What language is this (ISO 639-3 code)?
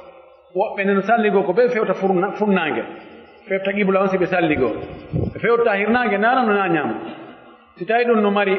fuf